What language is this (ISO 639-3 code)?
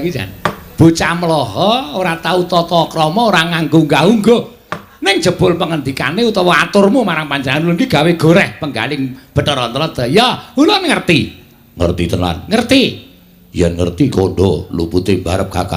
jav